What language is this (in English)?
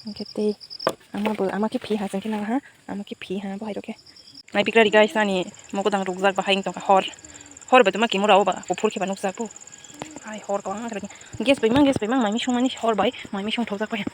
Kok Borok